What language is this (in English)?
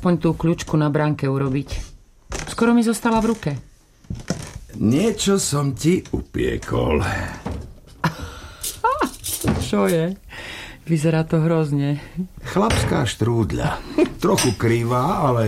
Slovak